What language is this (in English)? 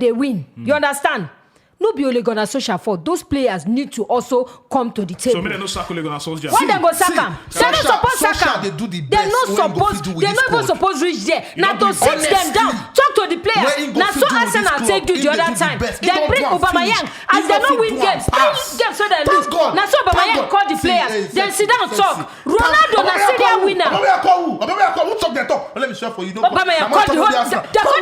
Nigerian Pidgin